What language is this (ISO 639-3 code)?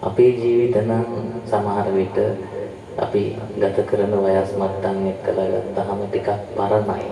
sin